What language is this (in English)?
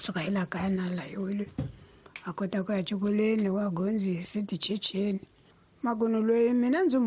Tsonga